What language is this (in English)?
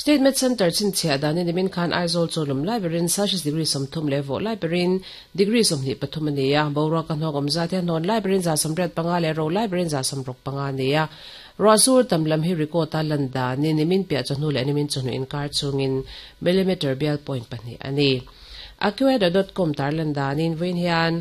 Mizo